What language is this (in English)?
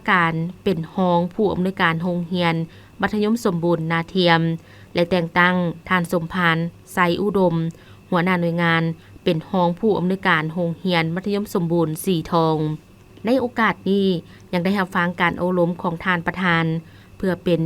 Lao